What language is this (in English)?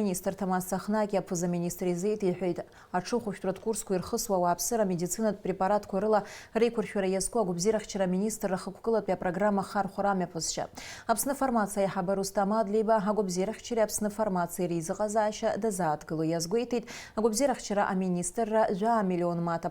Abkhazian